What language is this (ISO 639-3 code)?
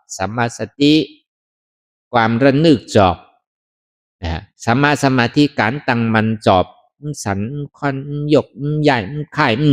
shn